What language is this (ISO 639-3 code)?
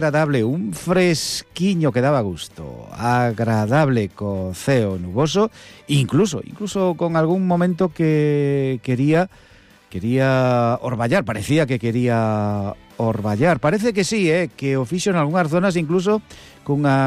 glg